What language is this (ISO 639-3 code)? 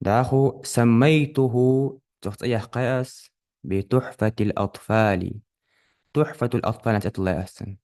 inh